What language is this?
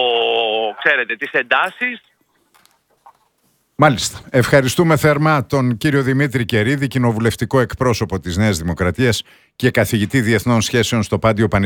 Greek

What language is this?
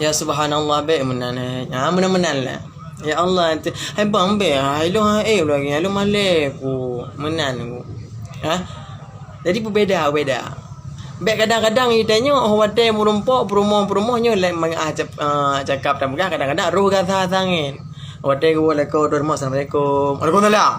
Achinese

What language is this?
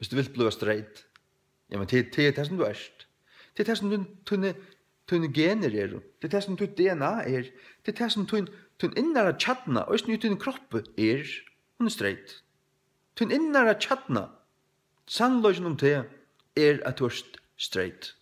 Faroese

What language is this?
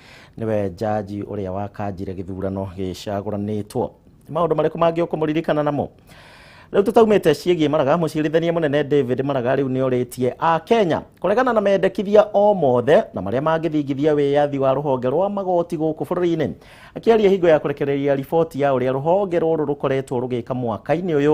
Kikuyu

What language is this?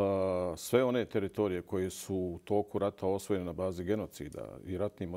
Bosnian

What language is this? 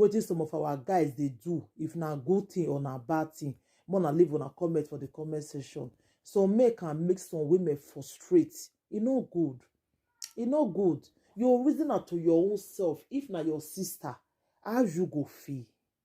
Nigerian Pidgin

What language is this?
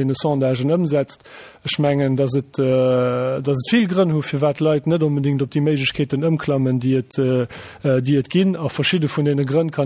Luxembourgish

